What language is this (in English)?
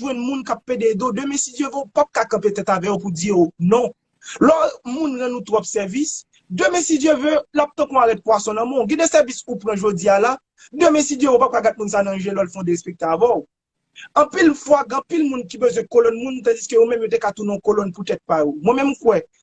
Haitian Creole